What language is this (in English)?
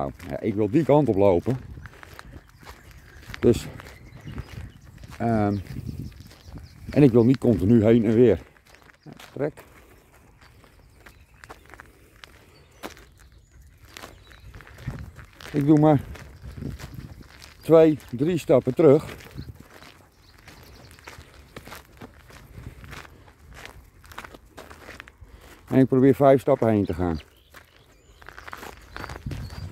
Dutch